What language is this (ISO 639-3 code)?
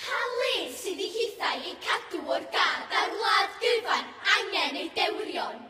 cym